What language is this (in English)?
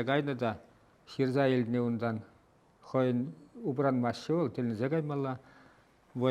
Chuvash